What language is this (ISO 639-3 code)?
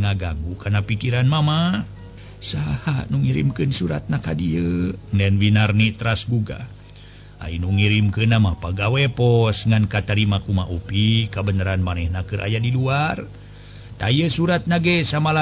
sun